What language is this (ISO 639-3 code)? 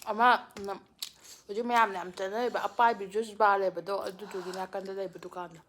mni